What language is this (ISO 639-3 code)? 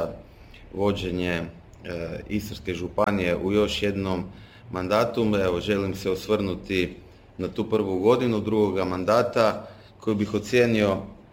hrv